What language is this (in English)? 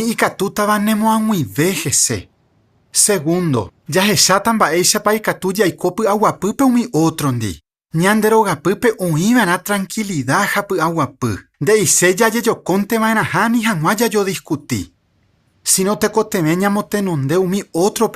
Guarani